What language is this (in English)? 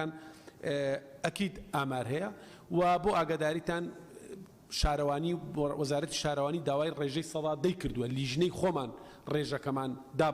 Central Kurdish